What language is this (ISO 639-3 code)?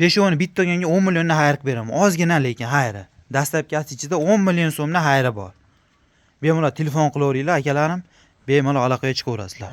uzb